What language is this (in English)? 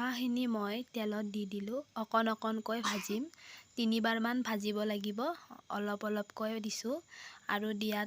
Assamese